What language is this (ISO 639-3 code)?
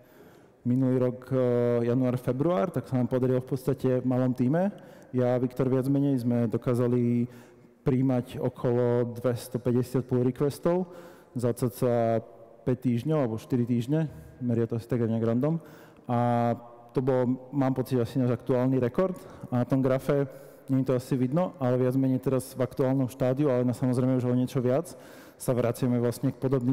slk